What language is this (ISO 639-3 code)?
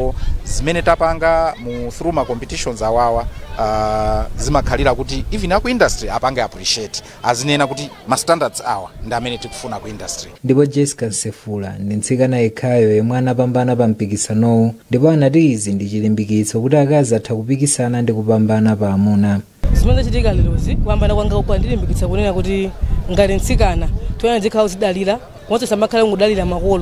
nya